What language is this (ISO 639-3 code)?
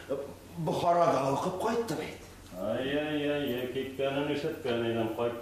tat